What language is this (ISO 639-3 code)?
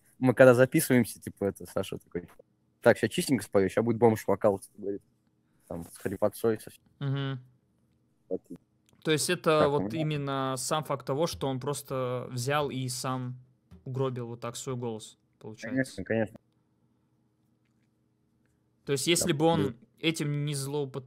rus